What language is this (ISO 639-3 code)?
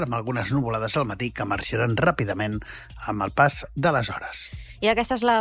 cat